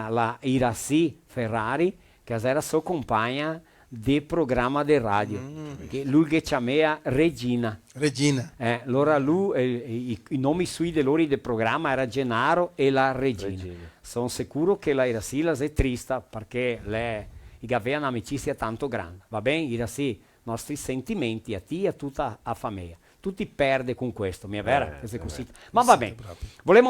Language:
Venetian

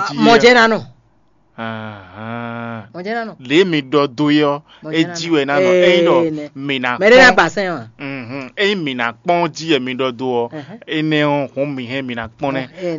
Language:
Fon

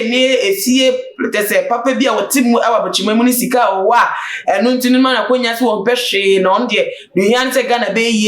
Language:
Akan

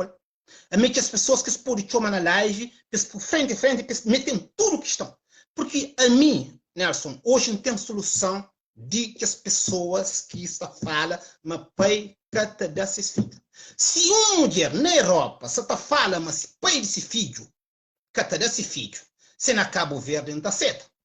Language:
Kabuverdianu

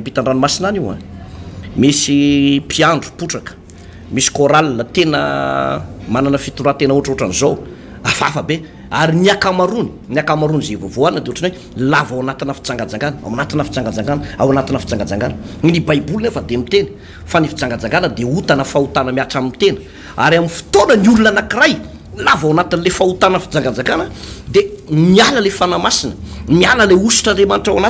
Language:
Malagasy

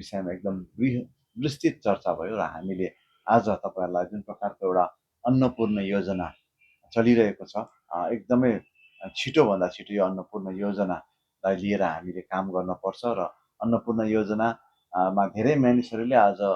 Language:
Nepali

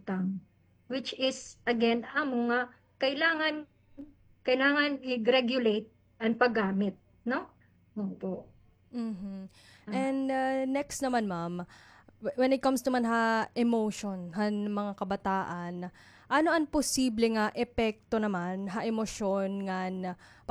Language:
Waray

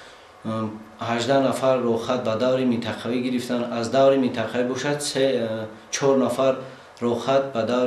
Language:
Tajik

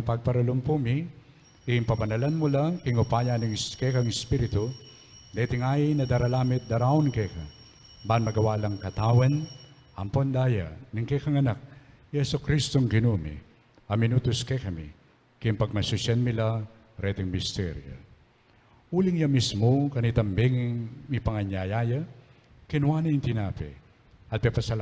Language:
Pampanga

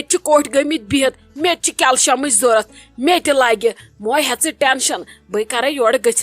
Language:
Kashmiri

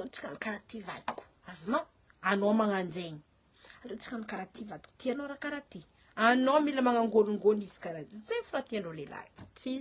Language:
Malagasy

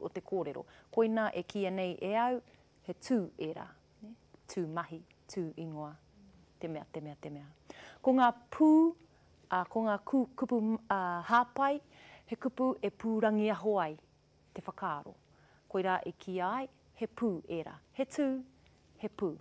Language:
Māori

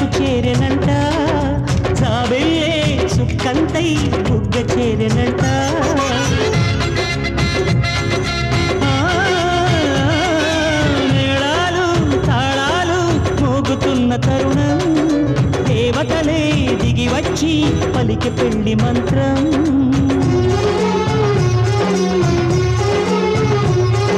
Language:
Telugu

